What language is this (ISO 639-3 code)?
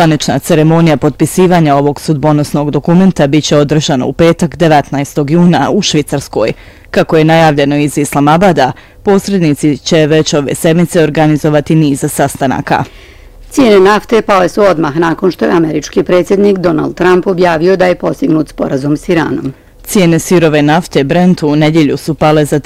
bos